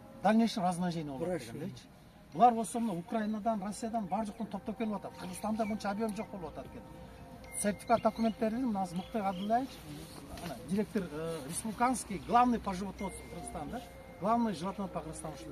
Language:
Kyrgyz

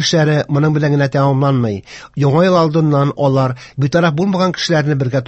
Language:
Tatar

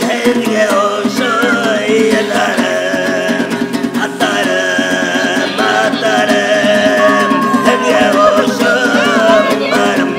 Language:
Bashkir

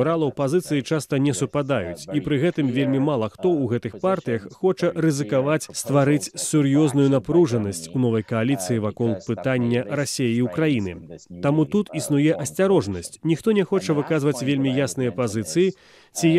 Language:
Belarusian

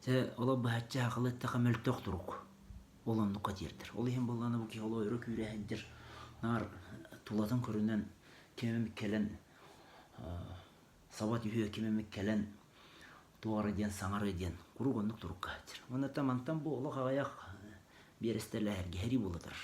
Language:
Yakut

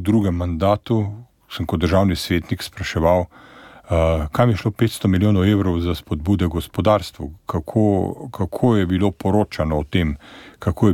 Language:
Slovenian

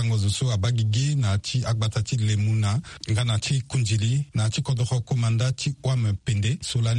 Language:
Sango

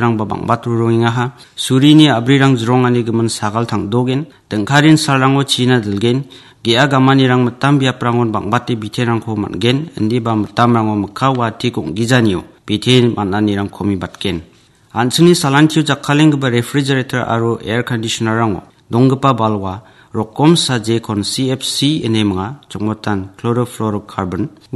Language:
Garo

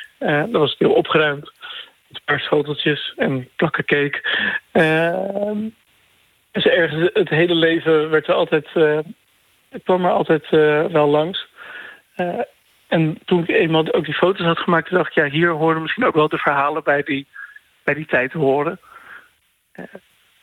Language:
Dutch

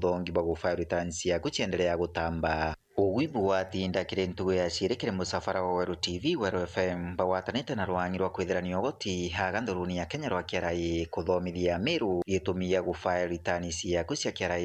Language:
Meru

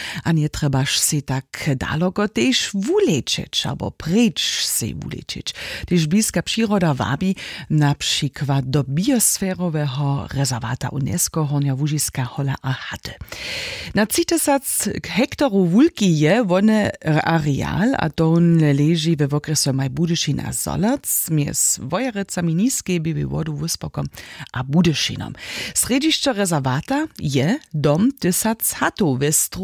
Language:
Upper Sorbian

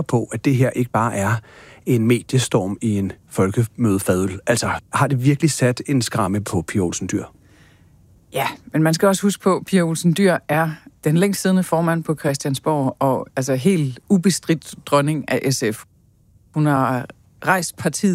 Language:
Danish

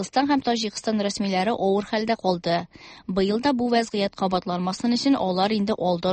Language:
Tatar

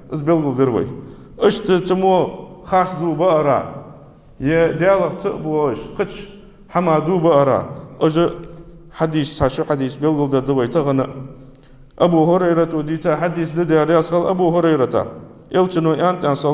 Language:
Ingush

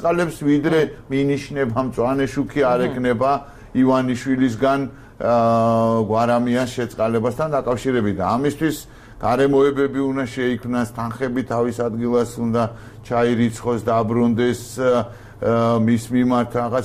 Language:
Georgian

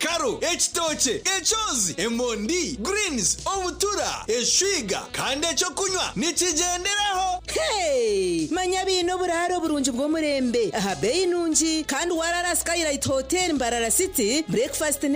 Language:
Nyankole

